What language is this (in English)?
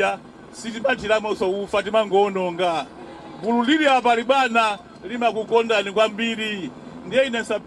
Nyanja